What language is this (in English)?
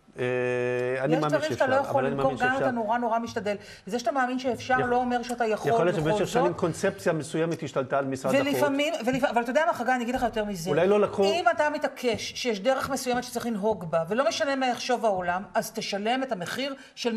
Hebrew